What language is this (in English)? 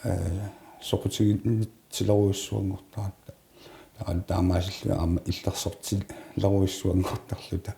Kalaallisut